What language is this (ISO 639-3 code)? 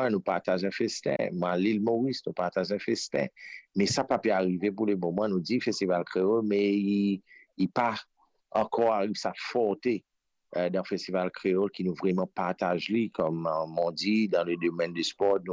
mfe